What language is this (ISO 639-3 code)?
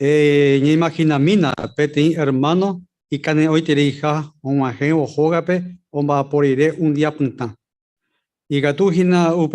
grn